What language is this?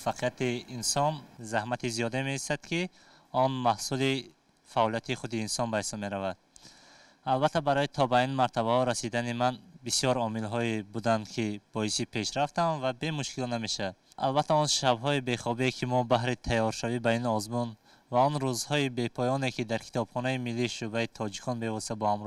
Tajik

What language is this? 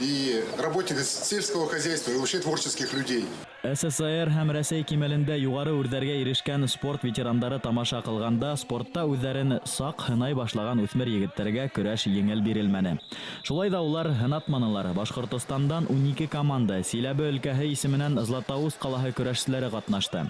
Bashkir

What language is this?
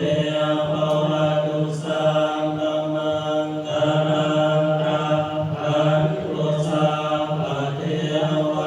Pali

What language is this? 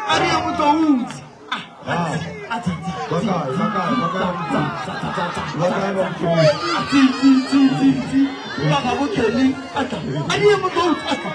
Northern Sotho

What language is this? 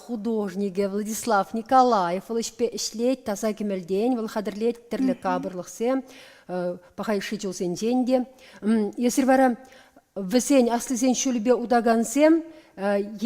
Chuvash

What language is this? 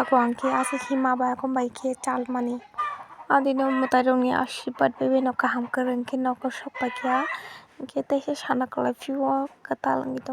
Kok Borok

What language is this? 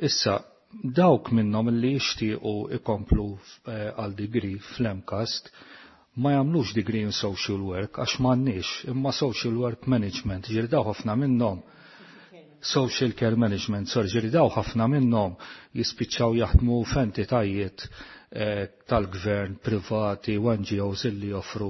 Maltese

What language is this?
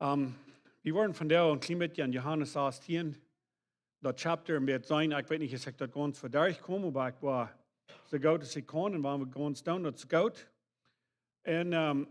Plautdietsch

